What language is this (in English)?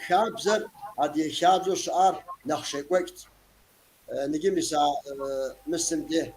Kabardian